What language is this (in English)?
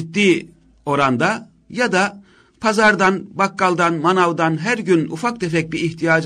Turkish